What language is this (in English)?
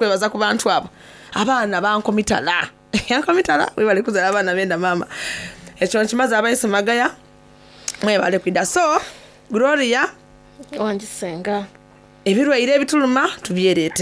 Soga